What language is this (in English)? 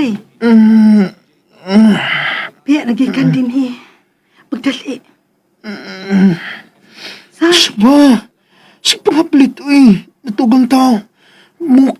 Cebuano